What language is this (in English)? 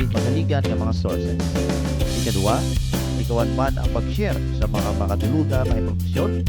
Hiligaynon